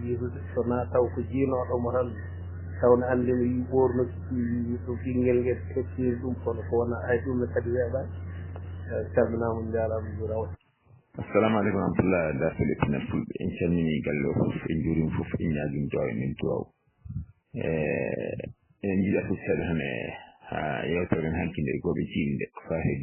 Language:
Fula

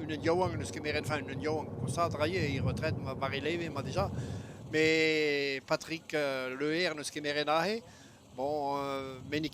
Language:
Breton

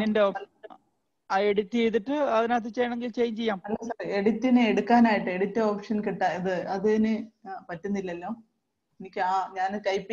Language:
Malayalam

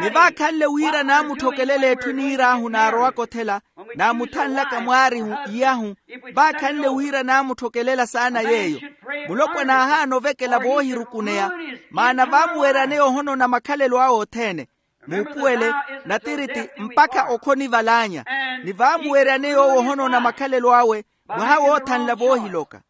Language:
Makhuwa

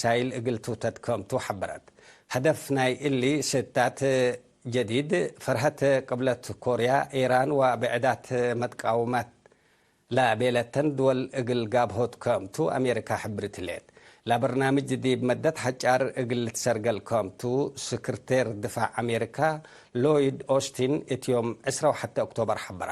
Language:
Tigre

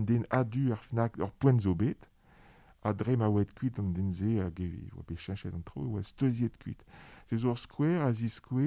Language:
Breton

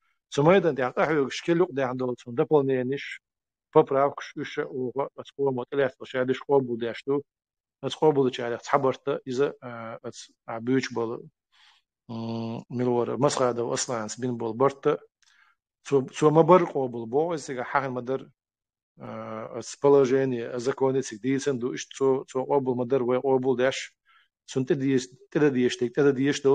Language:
Chechen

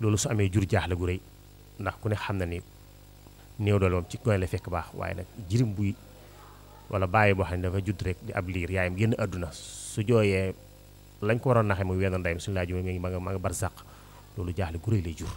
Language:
Wolof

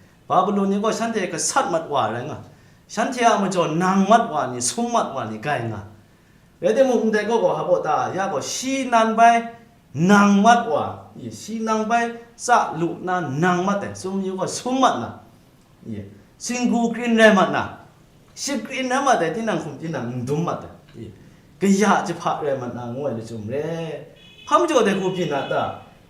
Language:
Kachin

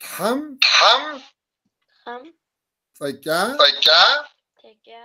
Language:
Kabardian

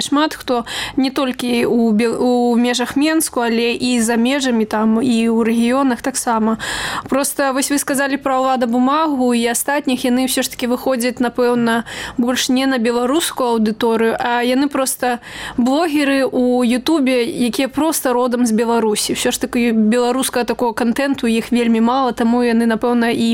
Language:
Belarusian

